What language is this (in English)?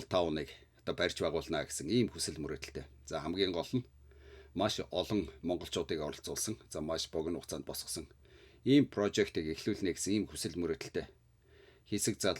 Mongolian